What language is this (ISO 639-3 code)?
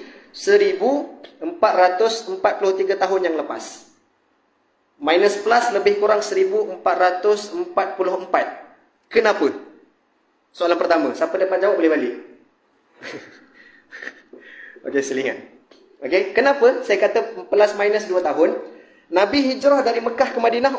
msa